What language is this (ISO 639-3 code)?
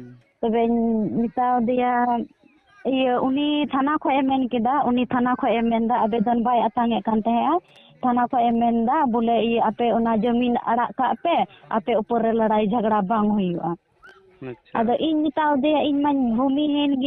sat